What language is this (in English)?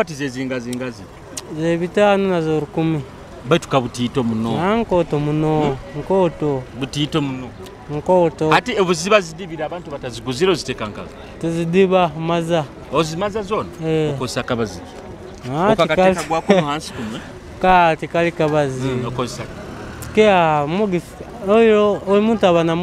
Nyoro